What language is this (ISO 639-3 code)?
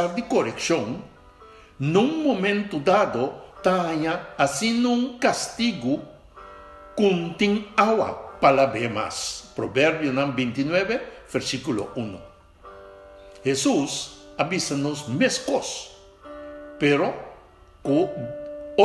pap